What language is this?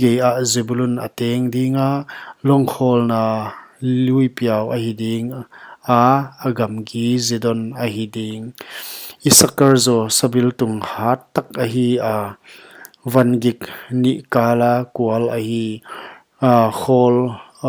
Paite Chin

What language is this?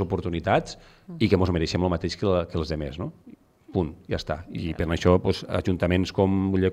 Catalan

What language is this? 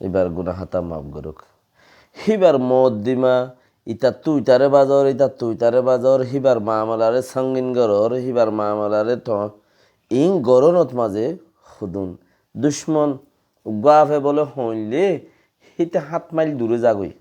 Rohingya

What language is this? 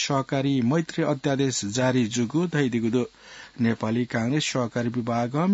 Newari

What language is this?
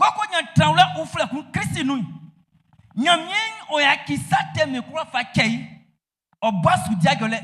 Baoulé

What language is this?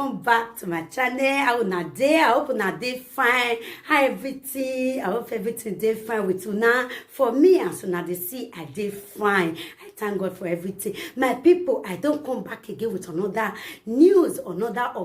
Nigerian Pidgin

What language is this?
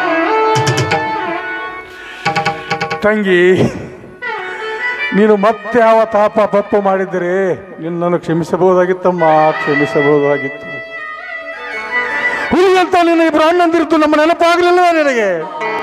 Kannada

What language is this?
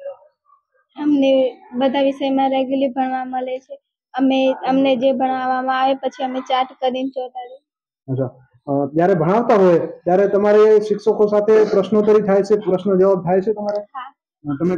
Gujarati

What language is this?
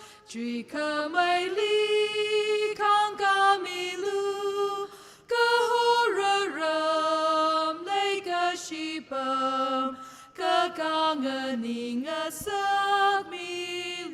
Tangkhul Naga (India)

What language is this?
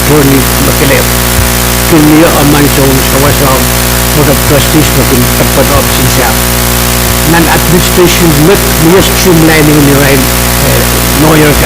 Pohnpeian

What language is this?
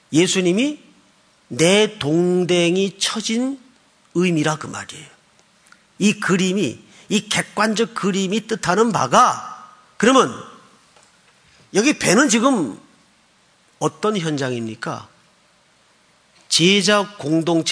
Korean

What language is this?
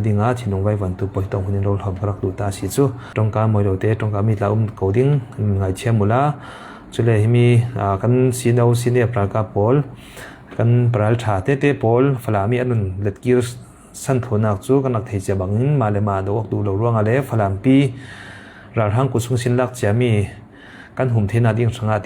Falam Chin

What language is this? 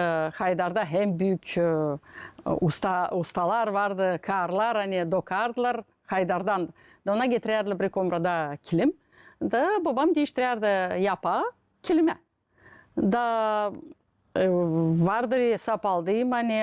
Gagauz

